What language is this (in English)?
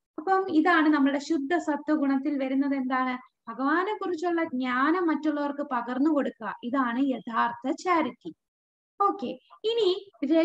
Malayalam